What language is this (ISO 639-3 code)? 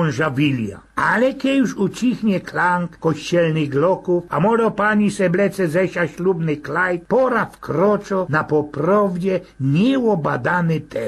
szl